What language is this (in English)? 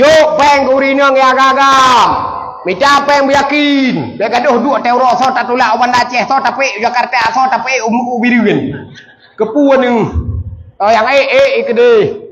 Achinese